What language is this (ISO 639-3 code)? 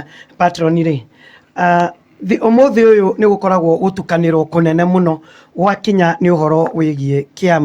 kik